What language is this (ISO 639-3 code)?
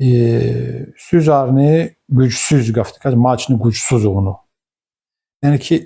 lez